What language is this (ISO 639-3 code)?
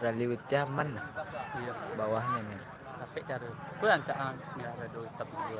min